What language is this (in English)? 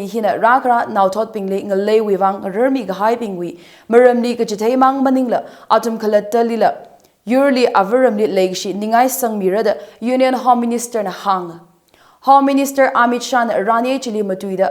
Tangkhul Naga (India)